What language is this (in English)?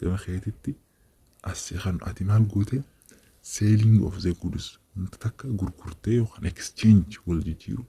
Oromo